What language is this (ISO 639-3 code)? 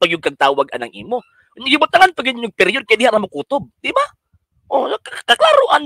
ceb